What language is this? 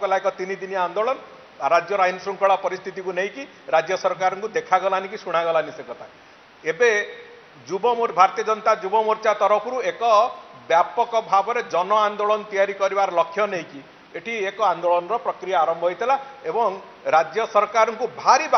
Odia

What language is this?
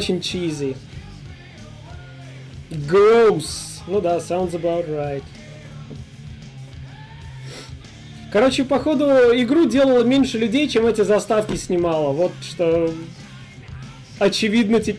Russian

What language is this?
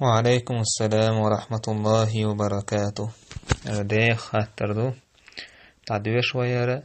Chechen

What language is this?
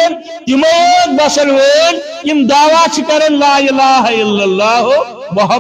Kashmiri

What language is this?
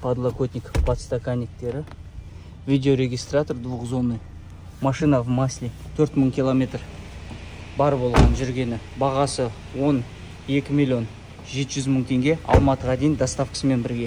Kazakh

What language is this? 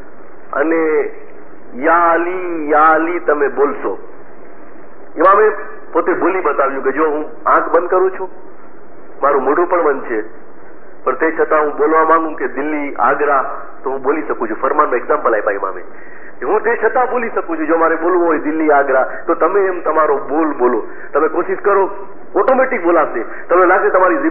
Gujarati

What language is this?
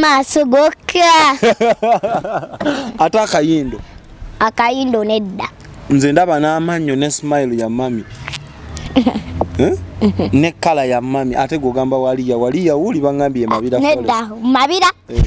Ganda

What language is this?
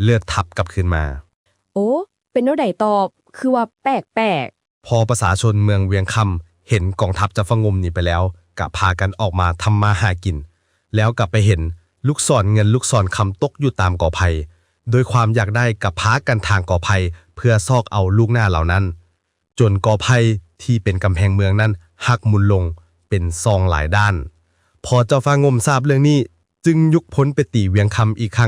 Lao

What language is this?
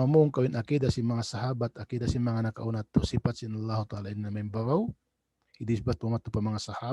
Tausug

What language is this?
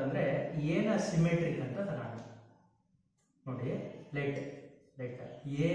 Kannada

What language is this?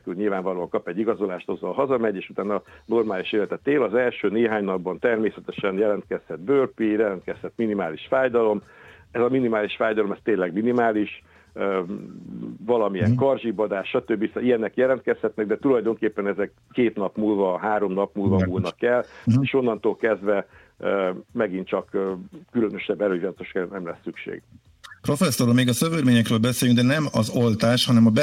Hungarian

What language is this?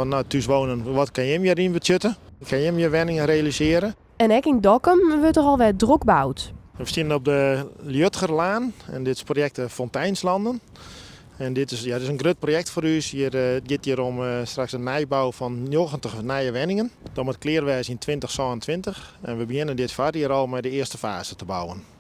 Western Frisian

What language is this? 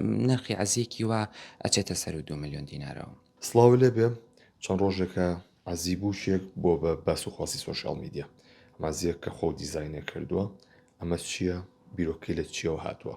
Central Kurdish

